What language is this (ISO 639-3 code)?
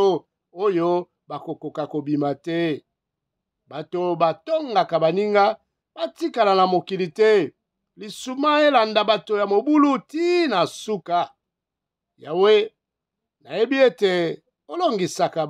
lin